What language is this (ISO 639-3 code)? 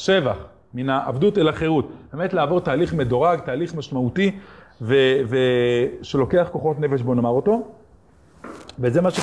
heb